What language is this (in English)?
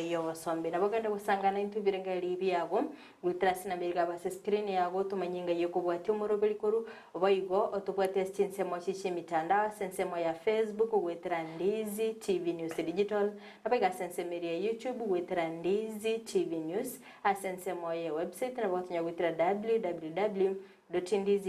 Gusii